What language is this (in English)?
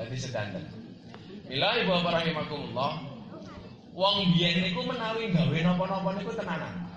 Javanese